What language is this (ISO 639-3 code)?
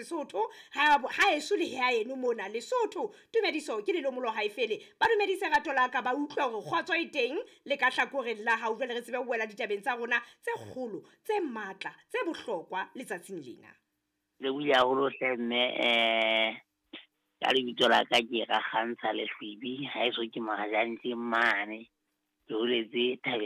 sot